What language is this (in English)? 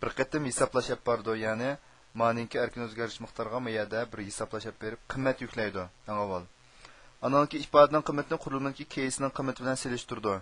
Uyghur